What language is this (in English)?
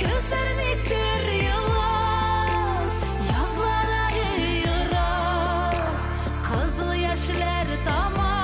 Bashkir